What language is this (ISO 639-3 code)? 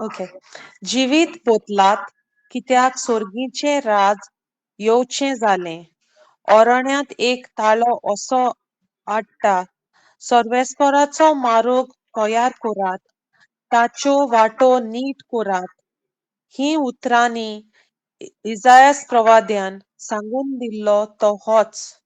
kok